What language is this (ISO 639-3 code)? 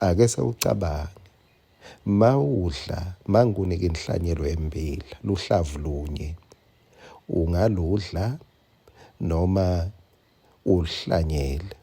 ssw